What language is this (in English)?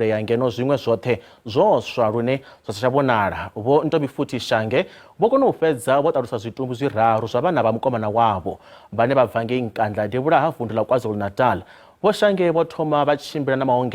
Venda